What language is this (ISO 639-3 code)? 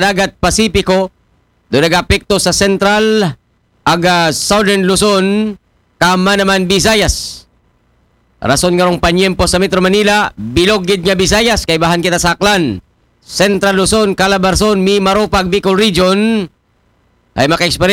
akl